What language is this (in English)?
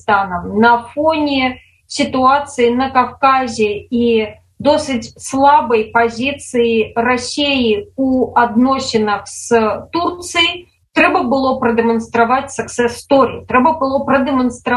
Belarusian